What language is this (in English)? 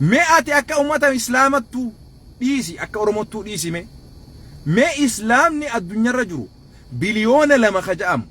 Oromo